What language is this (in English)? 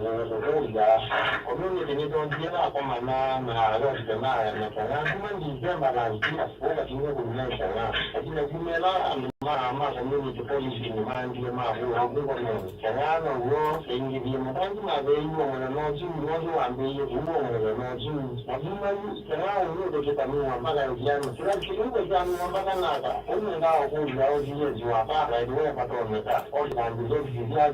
Kamba